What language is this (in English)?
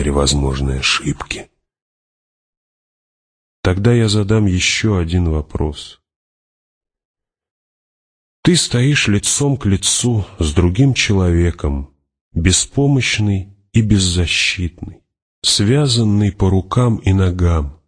Russian